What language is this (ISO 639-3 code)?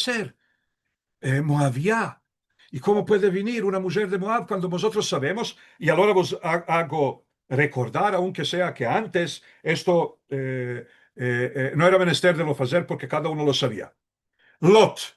lad